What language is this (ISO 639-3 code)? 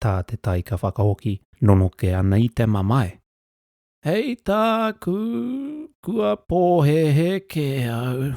mri